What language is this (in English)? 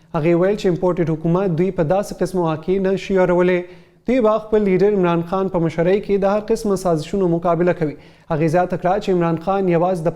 Pashto